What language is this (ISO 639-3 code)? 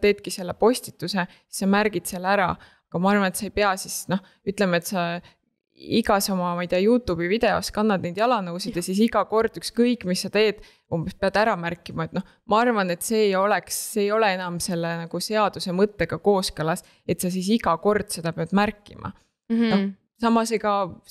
est